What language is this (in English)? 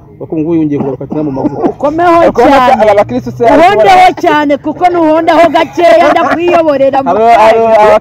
Kinyarwanda